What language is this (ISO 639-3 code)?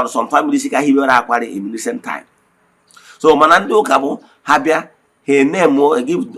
ibo